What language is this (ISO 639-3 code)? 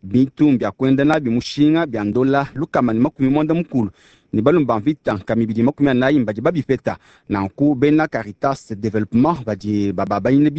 lua